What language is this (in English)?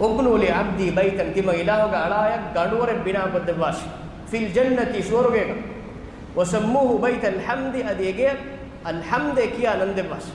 Divehi